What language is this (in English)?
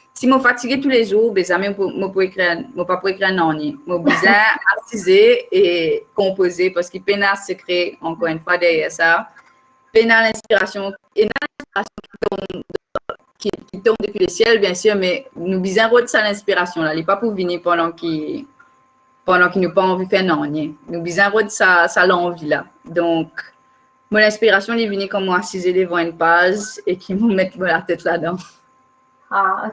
Morisyen